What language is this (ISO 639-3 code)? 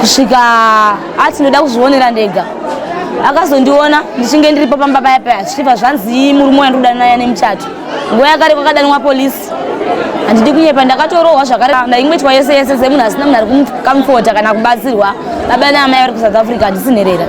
sna